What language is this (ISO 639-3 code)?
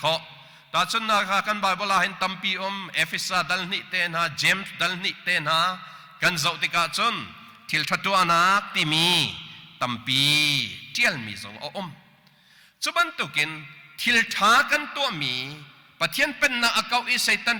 cnh